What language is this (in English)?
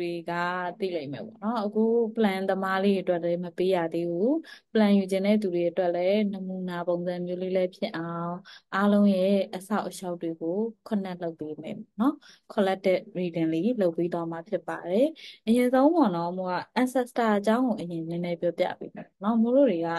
Burmese